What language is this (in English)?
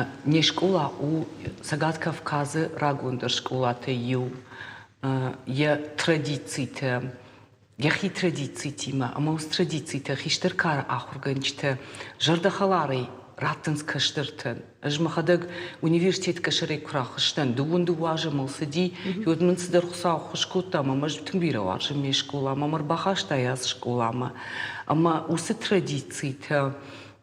Ossetic